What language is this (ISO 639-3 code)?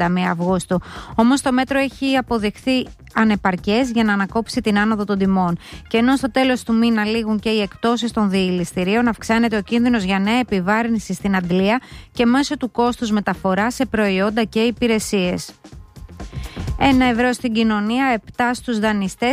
ell